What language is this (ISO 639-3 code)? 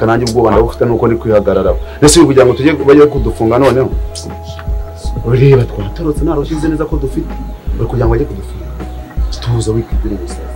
kin